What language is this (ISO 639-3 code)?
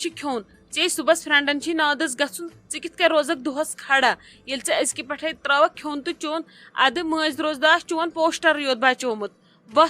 kas